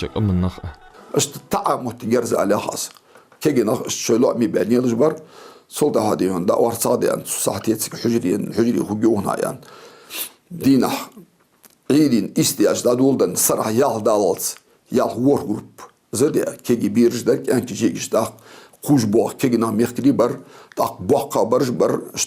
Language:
Ingush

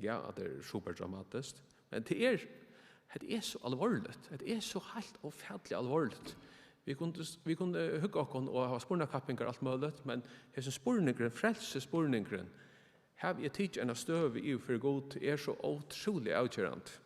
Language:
Faroese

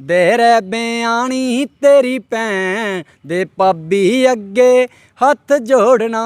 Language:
Dogri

